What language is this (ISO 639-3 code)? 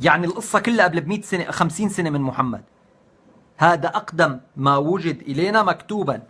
apc